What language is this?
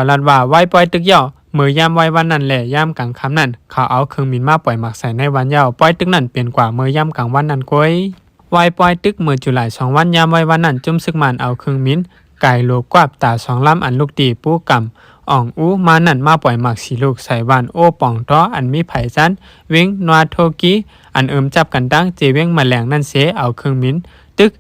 Shan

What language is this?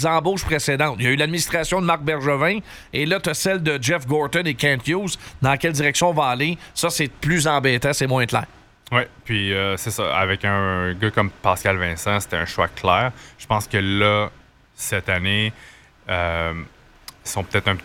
French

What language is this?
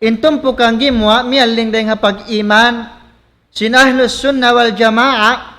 Tausug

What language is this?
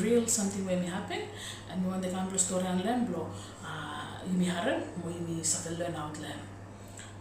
Bislama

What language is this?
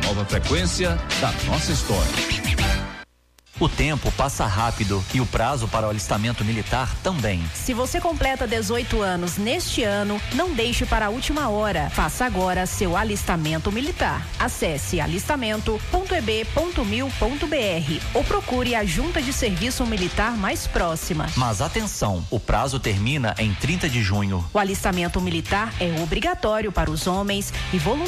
Portuguese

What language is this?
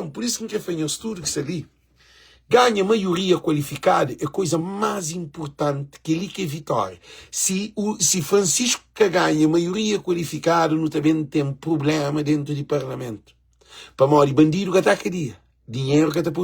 Kabuverdianu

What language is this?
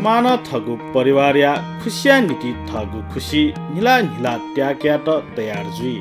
Newari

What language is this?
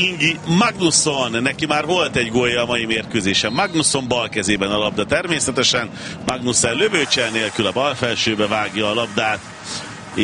Hungarian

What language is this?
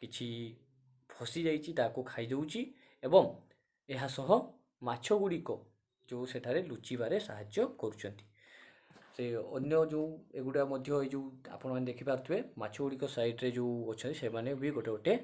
Odia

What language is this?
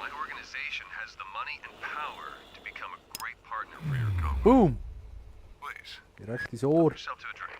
Swiss German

